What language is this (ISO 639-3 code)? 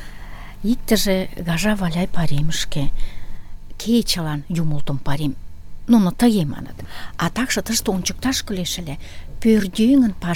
chm